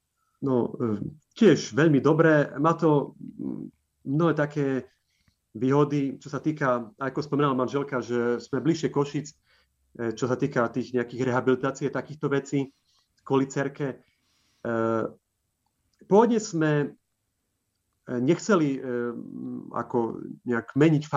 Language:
Slovak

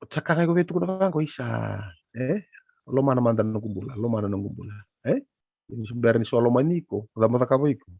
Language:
Fijian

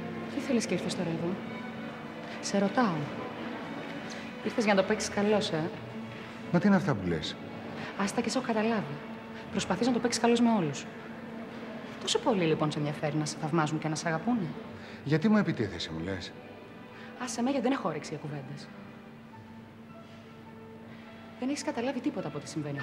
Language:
Greek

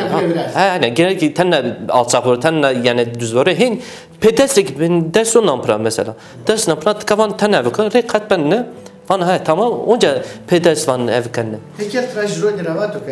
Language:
Zaza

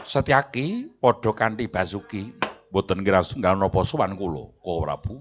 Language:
Javanese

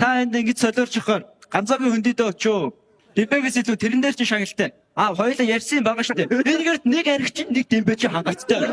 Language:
Mongolian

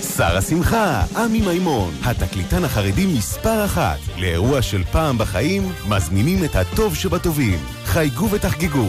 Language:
Hebrew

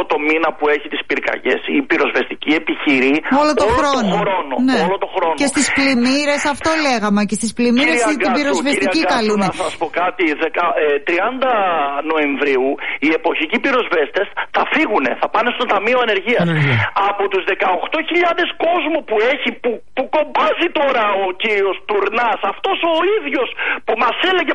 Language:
Greek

